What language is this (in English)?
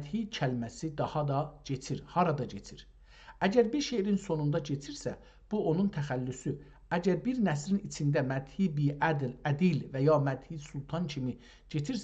South Azerbaijani